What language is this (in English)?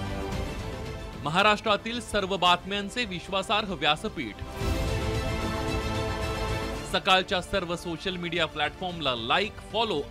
Marathi